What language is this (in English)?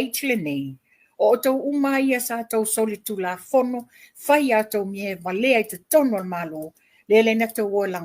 Samoan